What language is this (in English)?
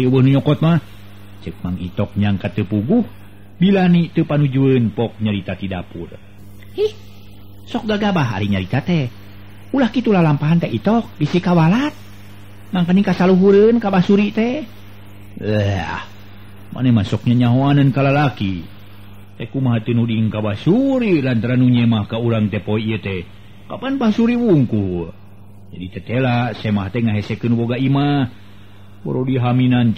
Sundanese